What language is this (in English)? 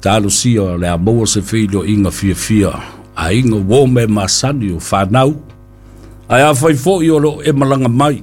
Samoan